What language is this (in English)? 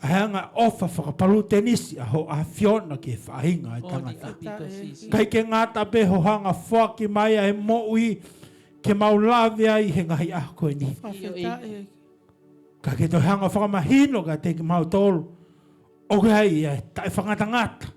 Tongan